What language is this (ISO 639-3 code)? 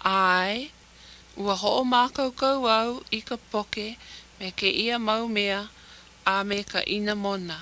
haw